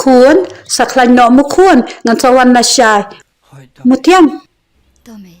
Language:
Khasi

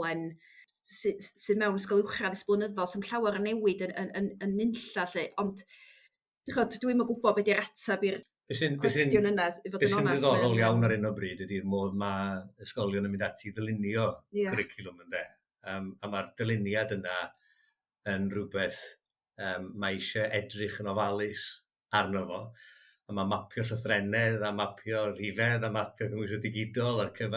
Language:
Welsh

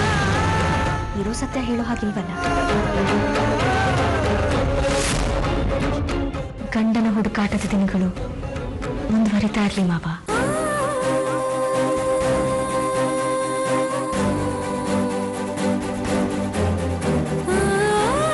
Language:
Kannada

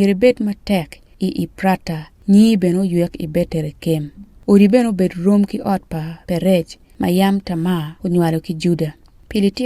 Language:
Acoli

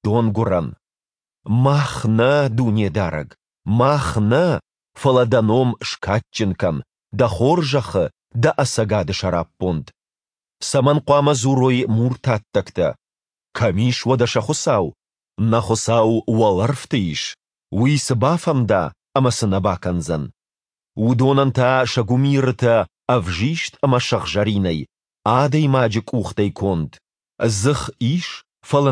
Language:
Ossetic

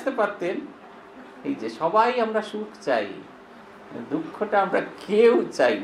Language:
Bangla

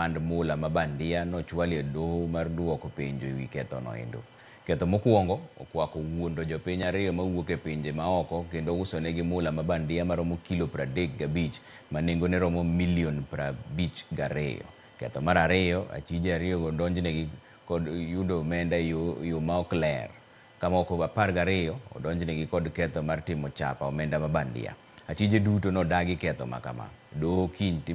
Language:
Luo (Kenya and Tanzania)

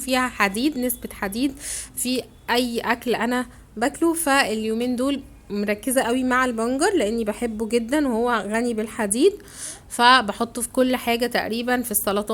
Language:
Egyptian Arabic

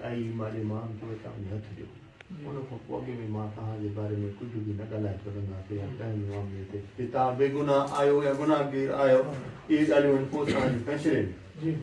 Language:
Sindhi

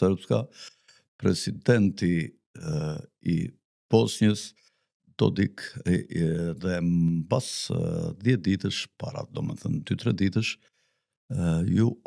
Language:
Albanian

